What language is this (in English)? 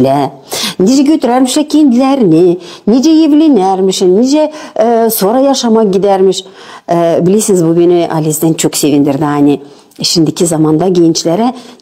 Gagauz